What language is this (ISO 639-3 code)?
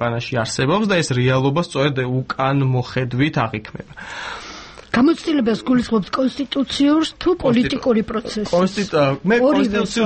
kat